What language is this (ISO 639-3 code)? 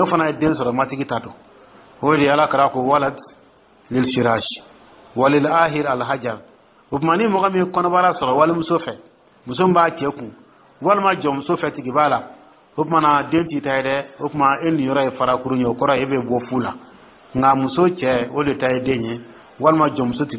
dyu